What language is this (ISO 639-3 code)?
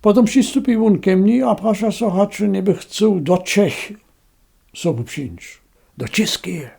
hsb